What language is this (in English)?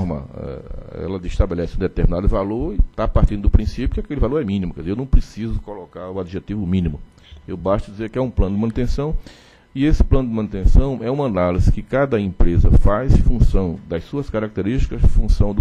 Portuguese